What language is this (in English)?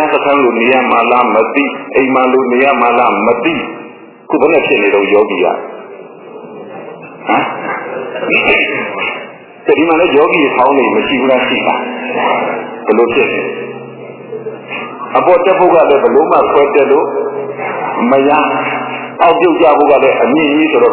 Burmese